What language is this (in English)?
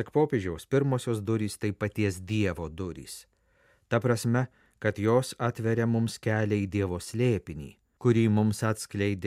Lithuanian